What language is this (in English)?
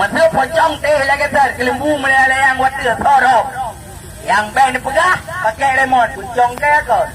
Achinese